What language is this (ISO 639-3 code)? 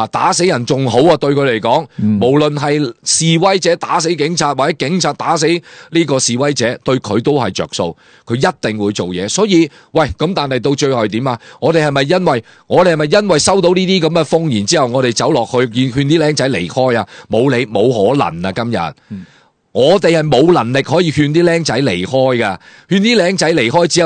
yue